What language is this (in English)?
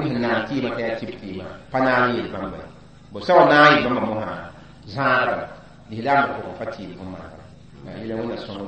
Mossi